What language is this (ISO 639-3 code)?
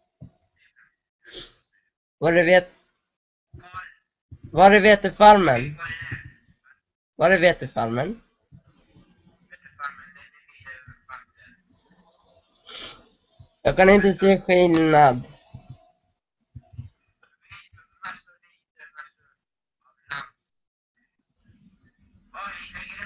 swe